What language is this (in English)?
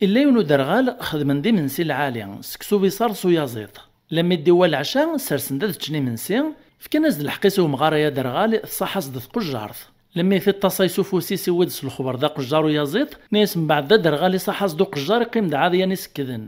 Kabyle